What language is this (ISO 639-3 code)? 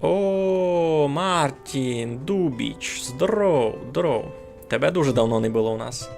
rue